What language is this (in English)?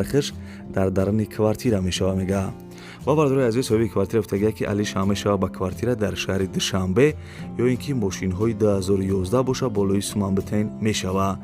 Tajik